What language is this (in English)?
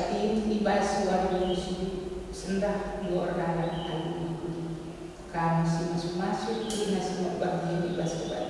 Batak Karo